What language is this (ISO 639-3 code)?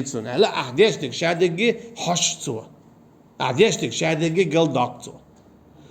che